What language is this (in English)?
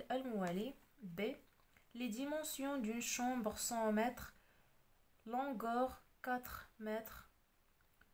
Arabic